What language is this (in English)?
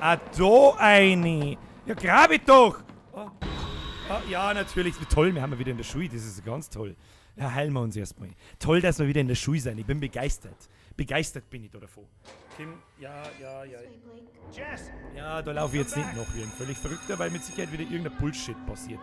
Bavarian